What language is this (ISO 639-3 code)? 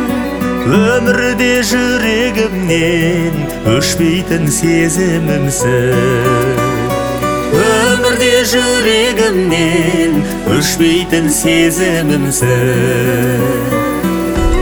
kaz